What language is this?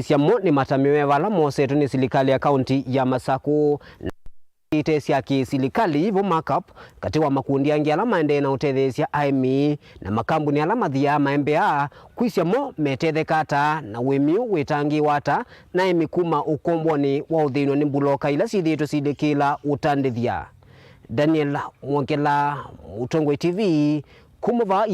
Kamba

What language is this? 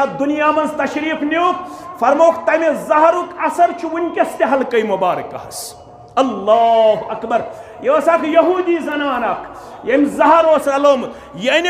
Kashmiri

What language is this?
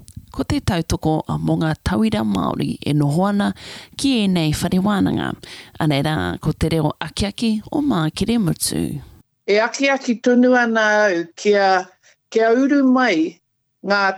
Māori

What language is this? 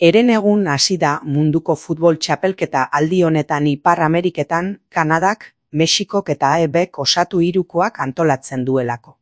Basque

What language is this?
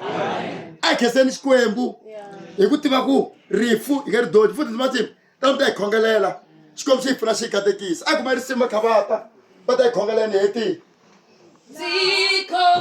Tsonga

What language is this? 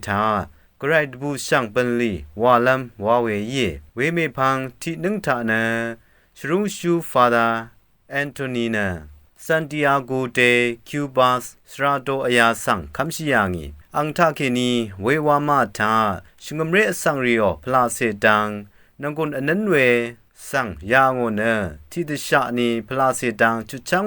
Rawang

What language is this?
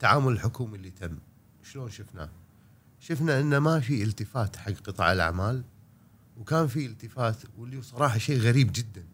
Gulf Arabic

